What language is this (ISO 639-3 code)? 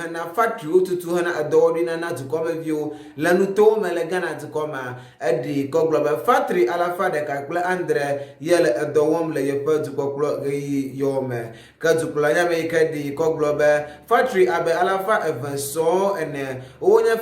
ewe